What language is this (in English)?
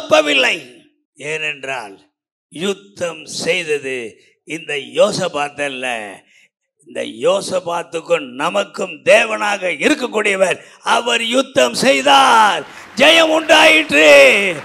Tamil